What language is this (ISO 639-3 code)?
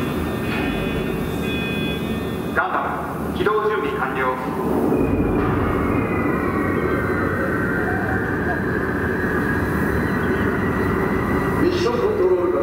jpn